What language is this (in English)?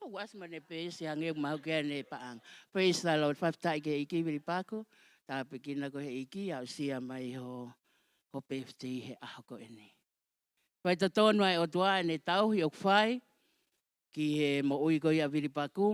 Tongan